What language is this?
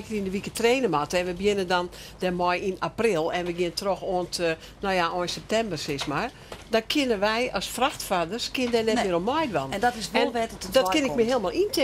Western Frisian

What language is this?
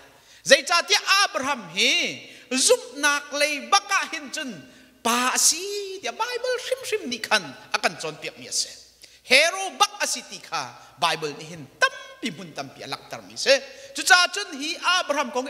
Hakha Chin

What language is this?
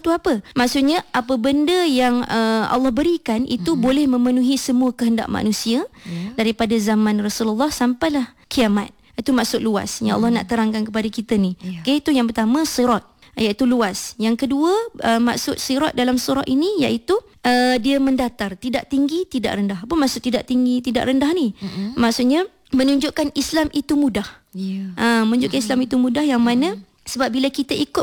Malay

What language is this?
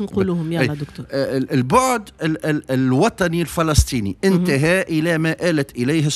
Tunisian Arabic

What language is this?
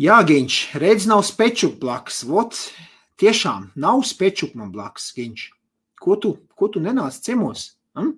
Latvian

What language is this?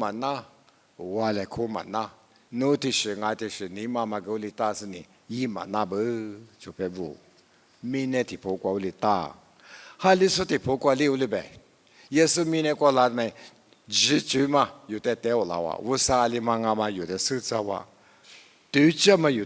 Lisu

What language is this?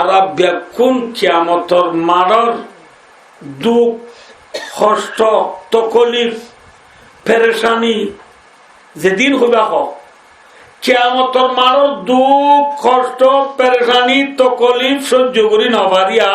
Rohingya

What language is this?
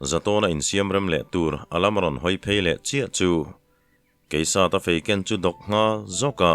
Mizo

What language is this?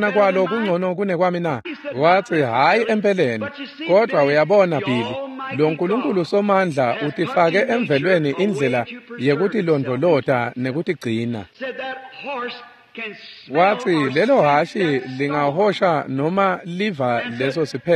Swati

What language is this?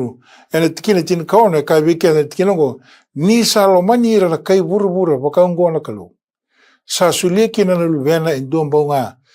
Fijian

